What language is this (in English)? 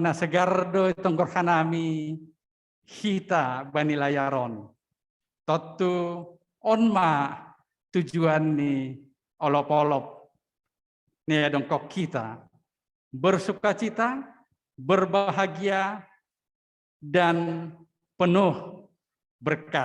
Batak Simalungun